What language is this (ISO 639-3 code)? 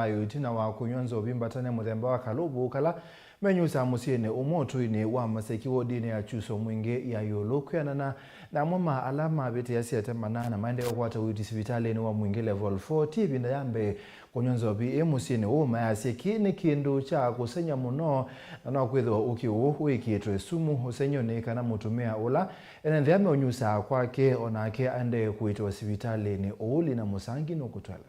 kam